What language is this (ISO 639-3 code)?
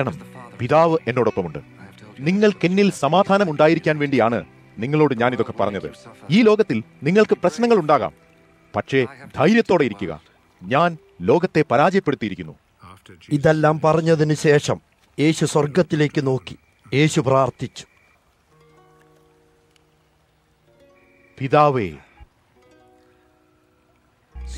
mal